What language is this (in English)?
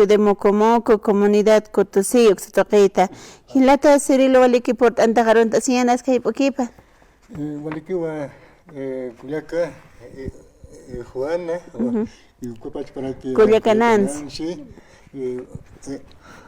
Aymara